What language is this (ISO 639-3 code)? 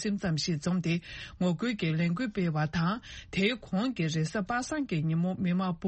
bod